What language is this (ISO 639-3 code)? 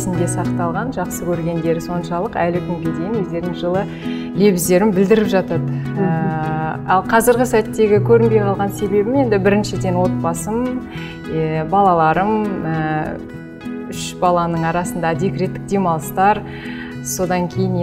kaz